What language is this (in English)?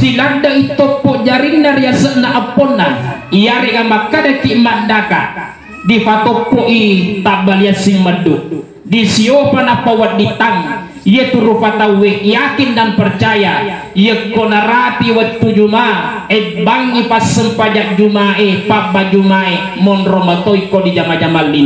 Buginese